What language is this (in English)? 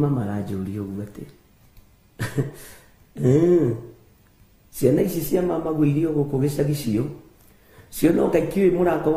Kikuyu